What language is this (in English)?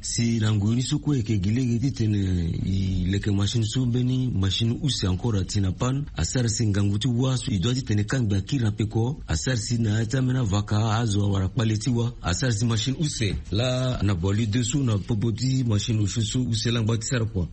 Sango